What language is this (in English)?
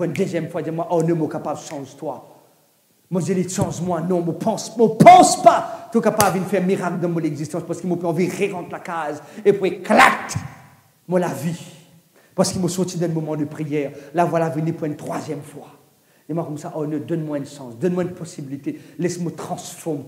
Morisyen